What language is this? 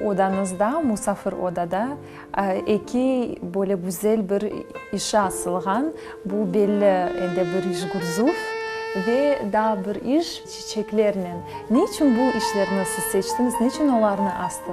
Crimean Tatar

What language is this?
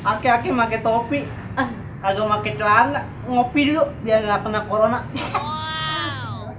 Betawi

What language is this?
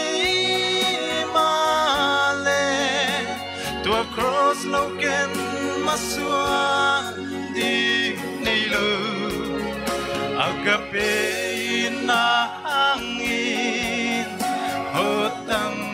Paite Chin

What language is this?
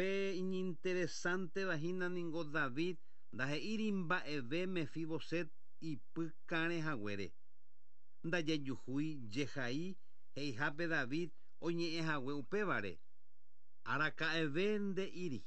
Guarani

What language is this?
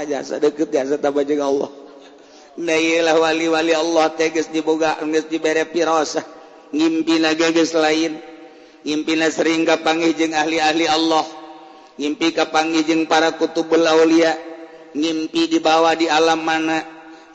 Sundanese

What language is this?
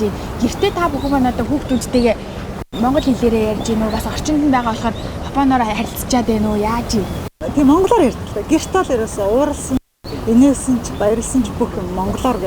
Mongolian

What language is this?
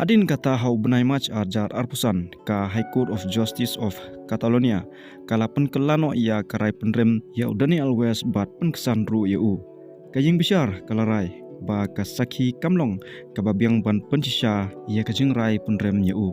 Khasi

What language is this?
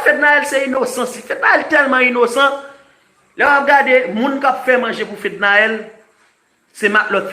Haitian Creole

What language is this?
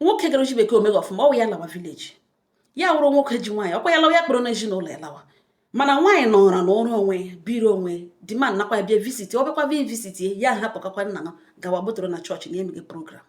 Igbo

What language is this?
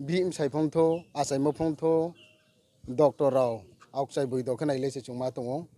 Riang (India)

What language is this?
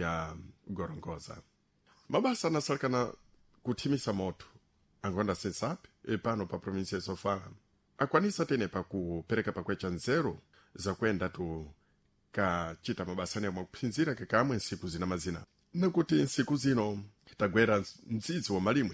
Sena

